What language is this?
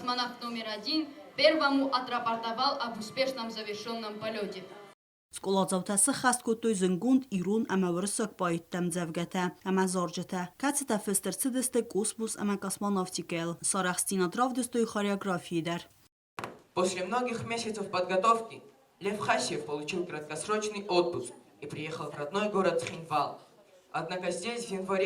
Ossetic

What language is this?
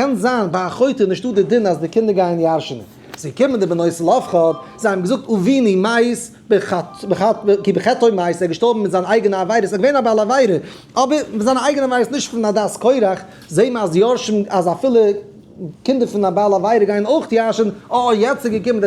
Yiddish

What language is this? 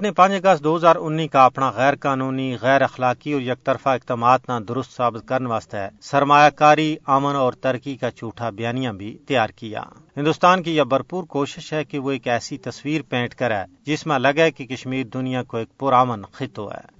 Gujari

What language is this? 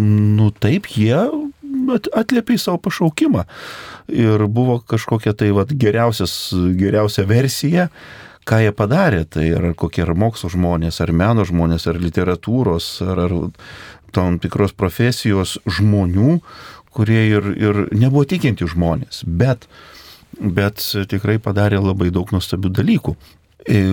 Lithuanian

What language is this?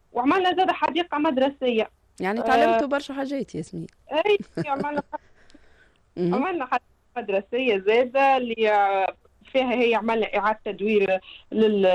Tunisian Arabic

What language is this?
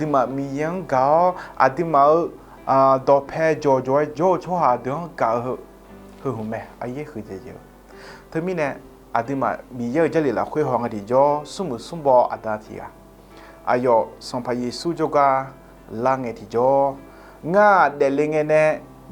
Akha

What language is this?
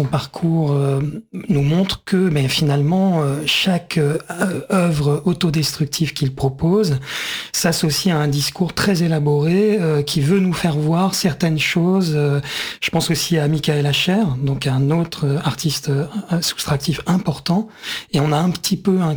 French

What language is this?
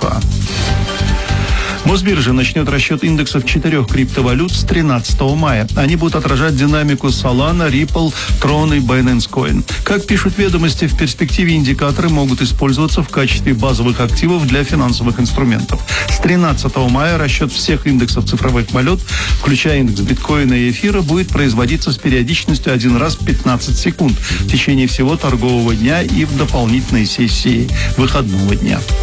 Russian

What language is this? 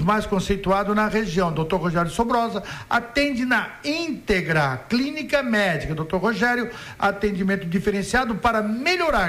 Portuguese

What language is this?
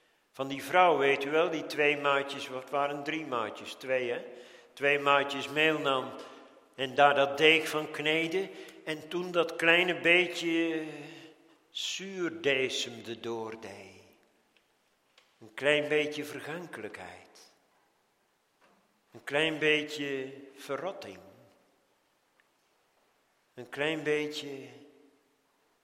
Dutch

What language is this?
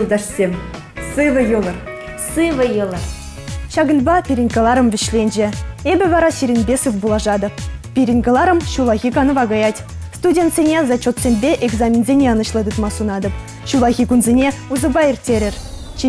Chuvash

